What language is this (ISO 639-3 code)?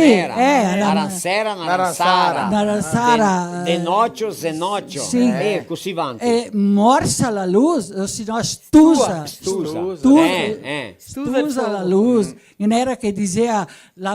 vec